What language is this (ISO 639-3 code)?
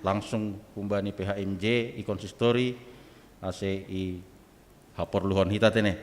bts